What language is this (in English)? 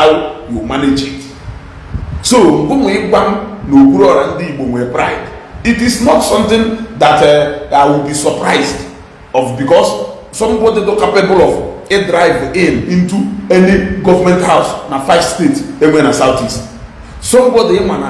Igbo